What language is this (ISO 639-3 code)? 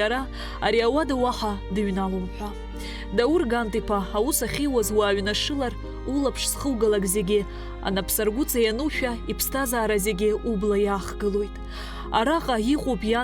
abk